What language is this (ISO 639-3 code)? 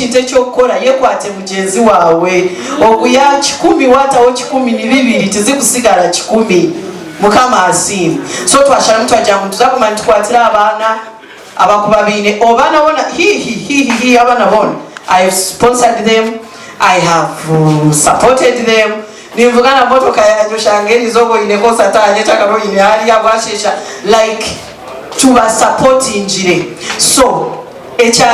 nyn